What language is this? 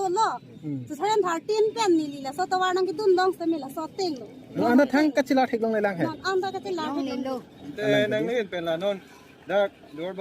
Karbi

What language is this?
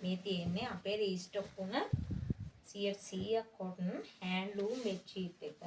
Sinhala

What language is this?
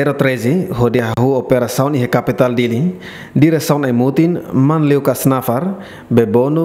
Tetum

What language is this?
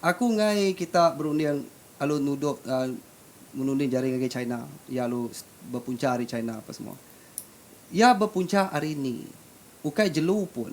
Iban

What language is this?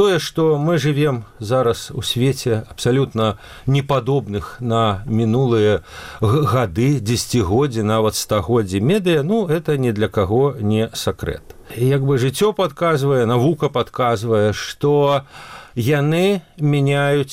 Belarusian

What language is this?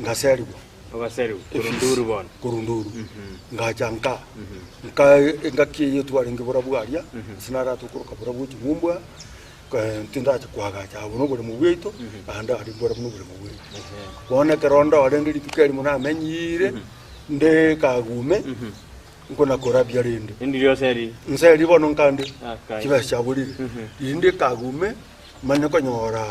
Gusii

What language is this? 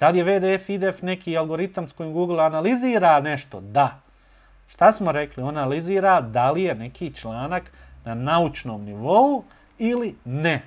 Bosnian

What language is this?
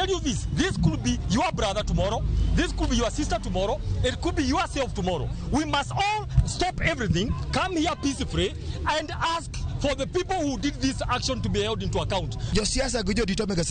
Luo (Kenya and Tanzania)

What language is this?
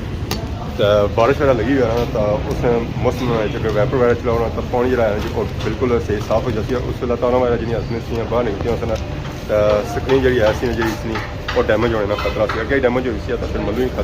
Pahari-Potwari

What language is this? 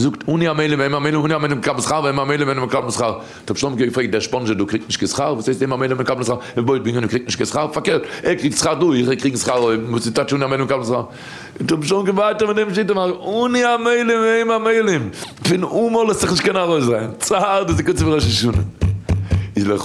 Yiddish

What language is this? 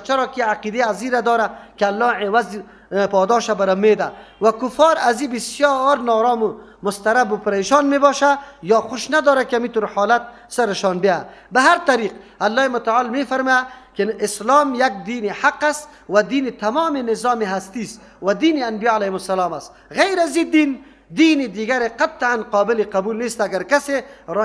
Persian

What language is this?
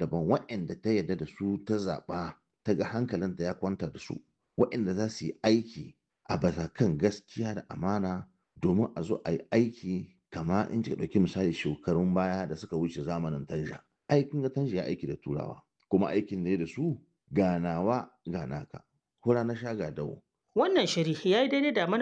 Hausa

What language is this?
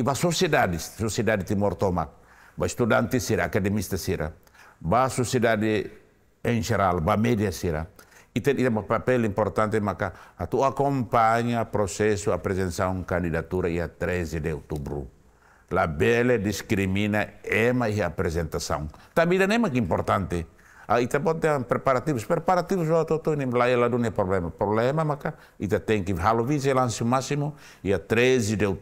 Tetum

